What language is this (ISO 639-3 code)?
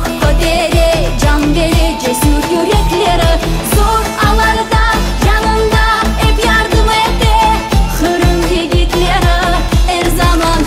crh